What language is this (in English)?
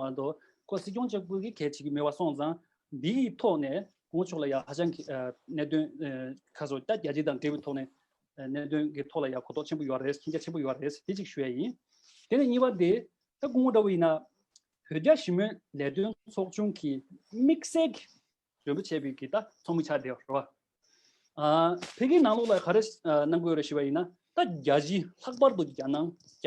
Tibetan